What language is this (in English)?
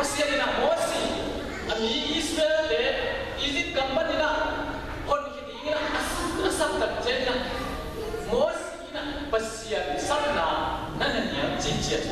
Tedim Chin